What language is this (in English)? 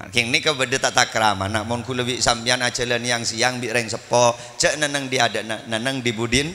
Madurese